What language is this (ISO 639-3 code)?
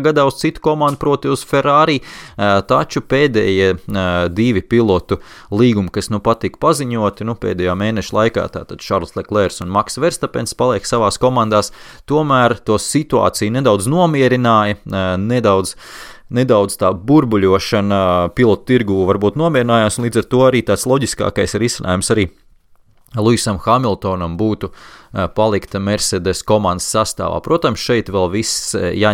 lav